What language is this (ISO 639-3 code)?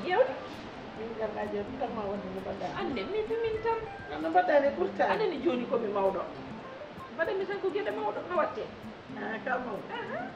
ful